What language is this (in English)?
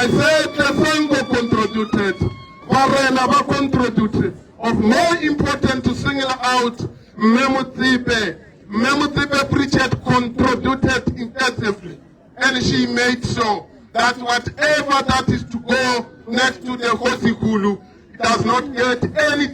Tswana